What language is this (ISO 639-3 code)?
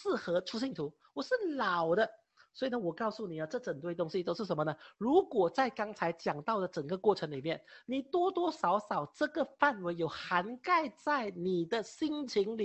zho